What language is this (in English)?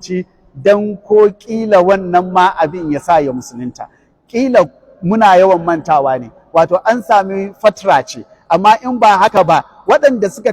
Hausa